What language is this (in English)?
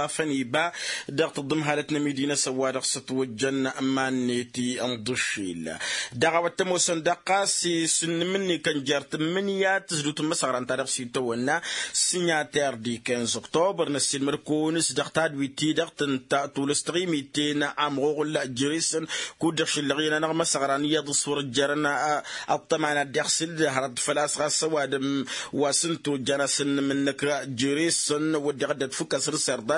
Tamasheq